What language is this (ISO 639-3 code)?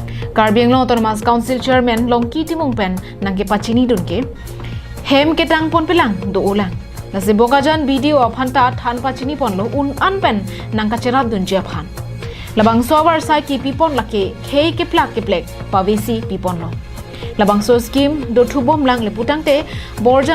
mjw